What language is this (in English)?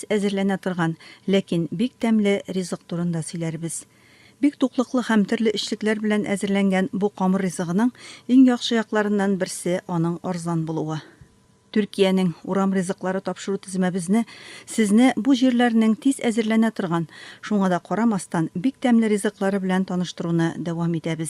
Tatar